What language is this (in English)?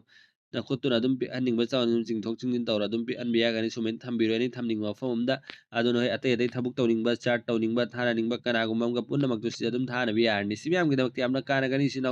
Manipuri